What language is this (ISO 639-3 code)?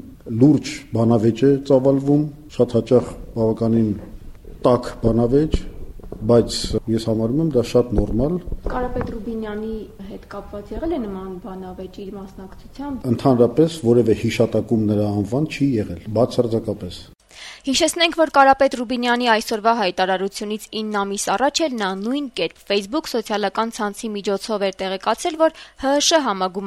hye